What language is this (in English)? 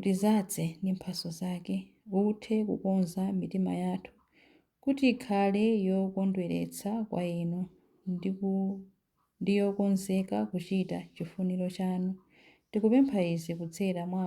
Nyanja